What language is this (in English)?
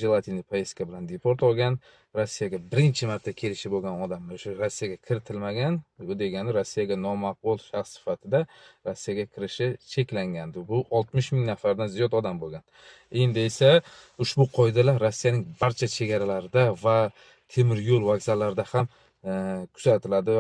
Uzbek